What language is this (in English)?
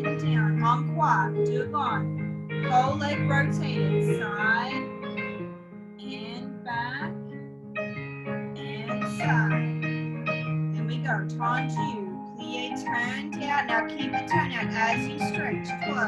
English